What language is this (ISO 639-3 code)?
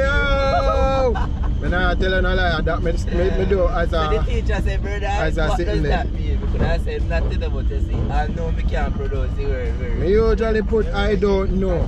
jam